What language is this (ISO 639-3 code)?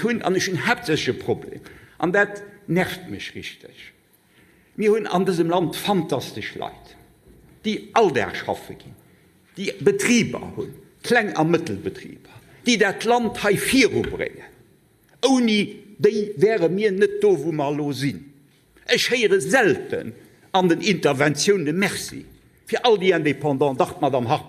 ltz